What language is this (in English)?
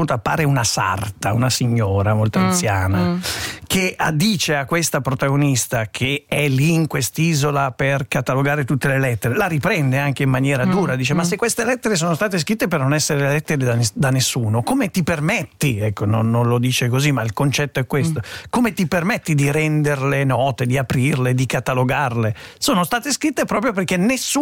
Italian